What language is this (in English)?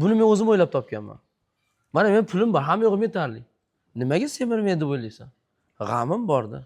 Uzbek